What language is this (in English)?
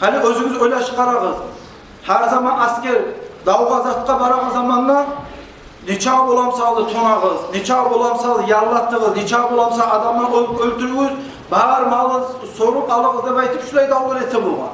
Kumyk